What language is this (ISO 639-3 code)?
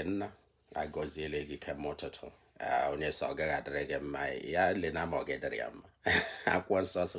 ibo